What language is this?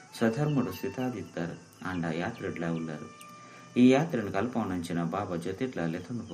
Tulu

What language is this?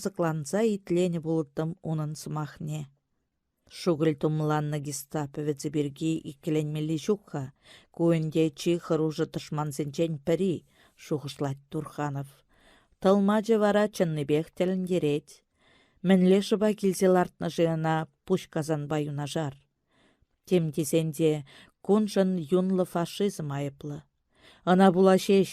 Chuvash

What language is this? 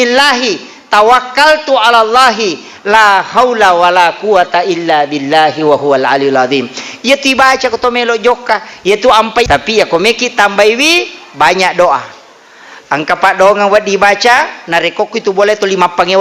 Buginese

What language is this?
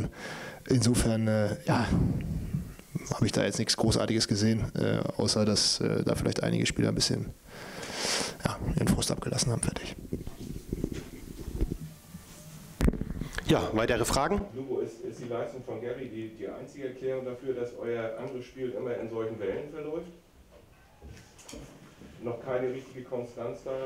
German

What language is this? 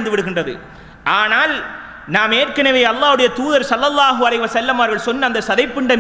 Tamil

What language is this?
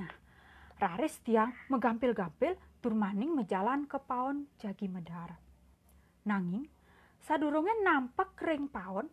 Balinese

